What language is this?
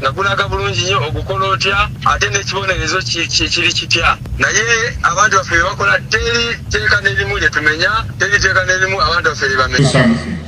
Ganda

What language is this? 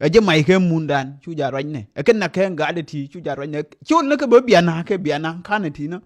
Nuer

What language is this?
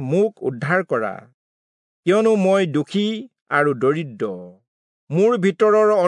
Assamese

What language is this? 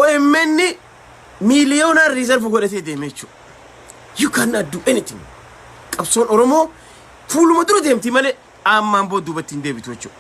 Oromo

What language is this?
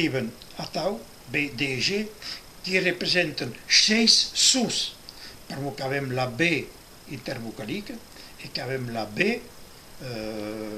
Occitan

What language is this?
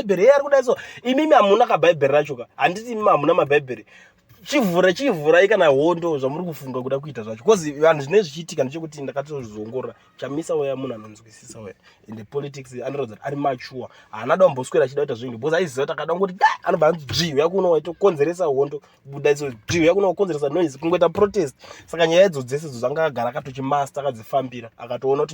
Shona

